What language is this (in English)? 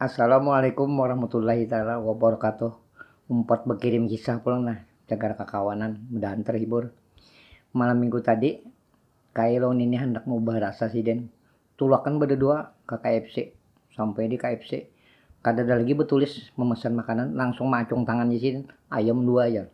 Banjar